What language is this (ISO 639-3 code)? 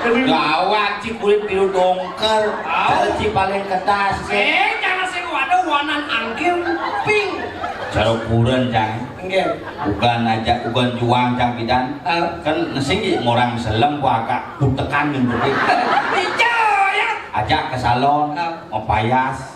ban